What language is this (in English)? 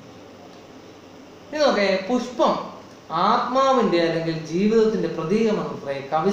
Malayalam